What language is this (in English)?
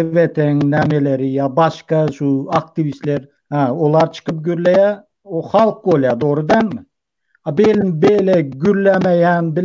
Turkmen